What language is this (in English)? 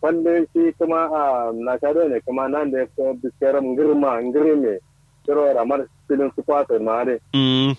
Kanuri